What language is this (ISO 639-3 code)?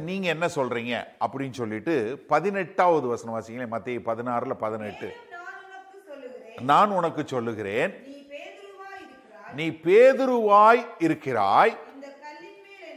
tam